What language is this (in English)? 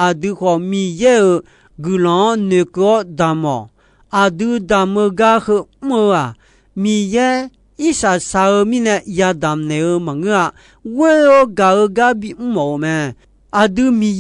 Akha